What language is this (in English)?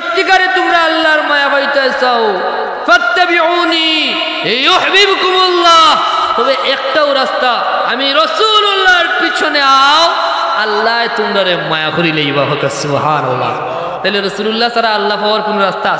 Sylheti